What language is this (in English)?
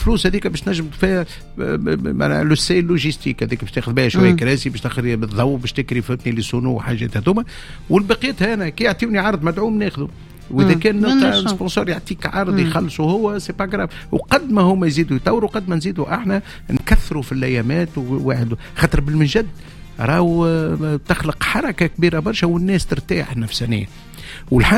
Tunisian Arabic